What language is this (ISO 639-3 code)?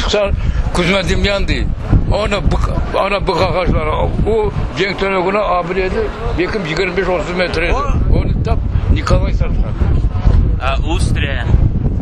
crh